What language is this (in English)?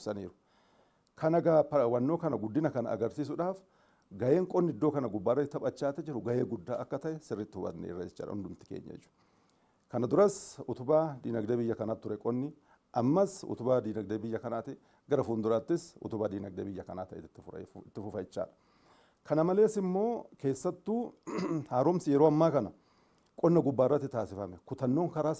Oromo